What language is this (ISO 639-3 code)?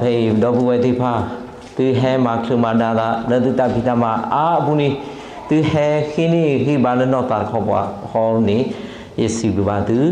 ksw